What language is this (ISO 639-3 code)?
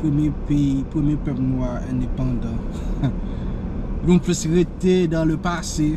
hat